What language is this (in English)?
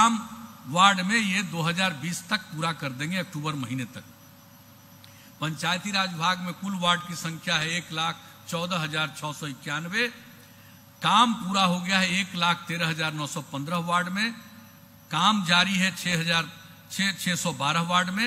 Hindi